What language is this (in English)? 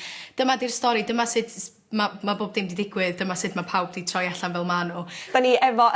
Welsh